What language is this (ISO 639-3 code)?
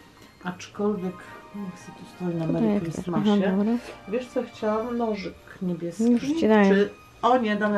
pol